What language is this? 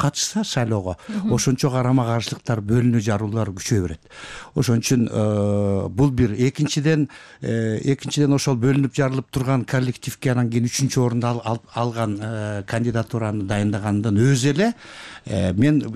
Kyrgyz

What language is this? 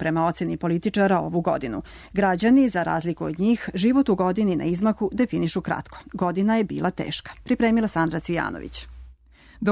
Serbian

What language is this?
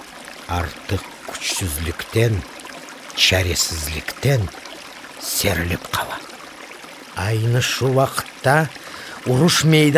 Crimean Tatar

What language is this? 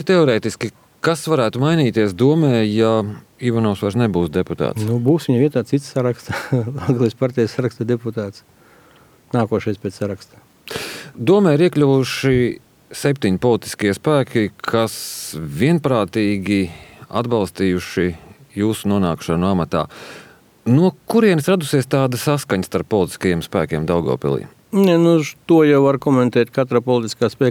Latvian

